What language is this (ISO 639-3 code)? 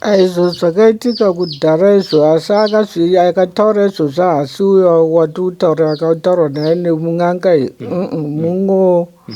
sna